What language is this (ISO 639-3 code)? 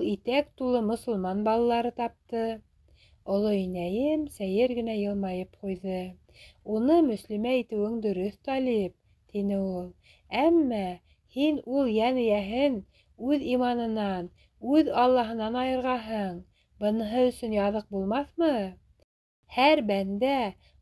bak